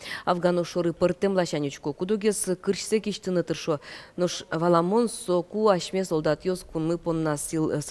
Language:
Udmurt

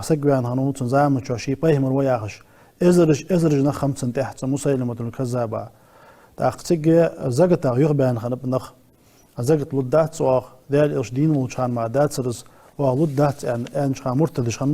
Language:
Ingush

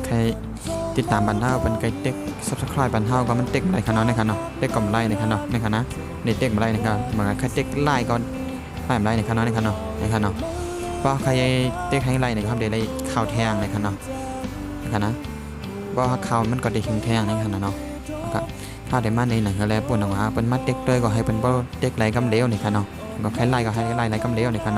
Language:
Shan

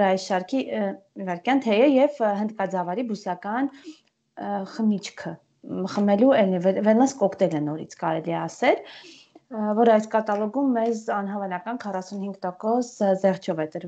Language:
Armenian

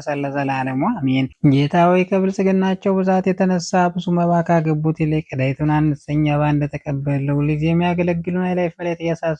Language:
Amharic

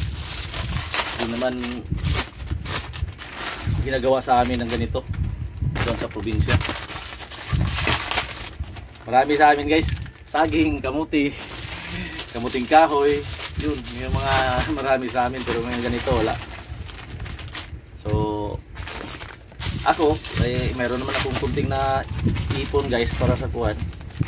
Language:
Filipino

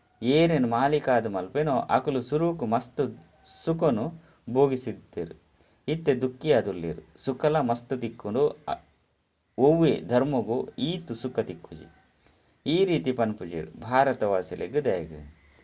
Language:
Tulu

